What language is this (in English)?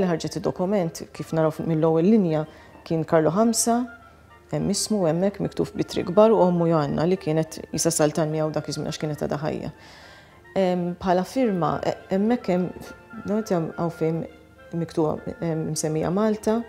Maltese